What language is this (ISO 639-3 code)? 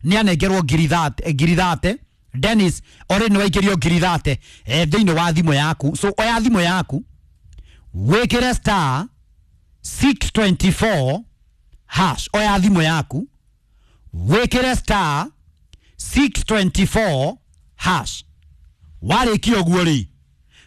kik